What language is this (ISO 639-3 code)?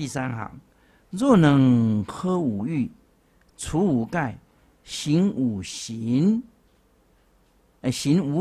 zho